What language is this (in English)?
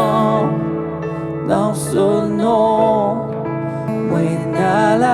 Morisyen